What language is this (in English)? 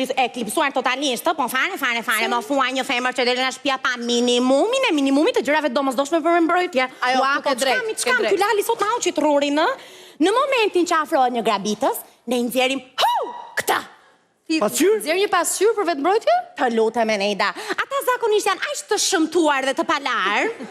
Albanian